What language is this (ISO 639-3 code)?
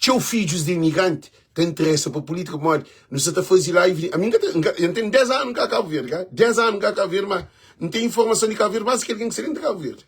kea